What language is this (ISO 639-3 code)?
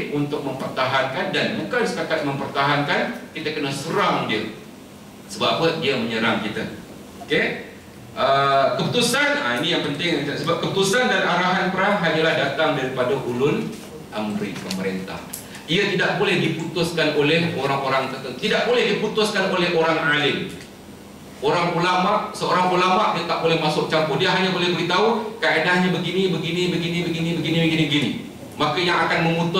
msa